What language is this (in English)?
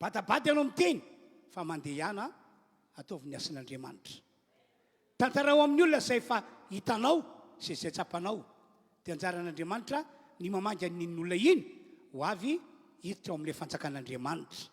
Malagasy